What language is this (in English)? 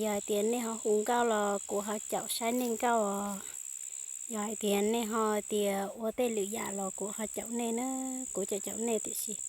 Hmong